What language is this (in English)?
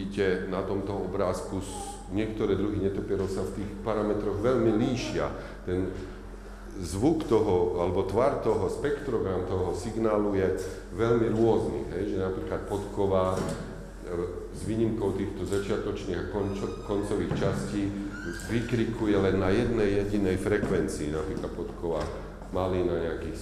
Slovak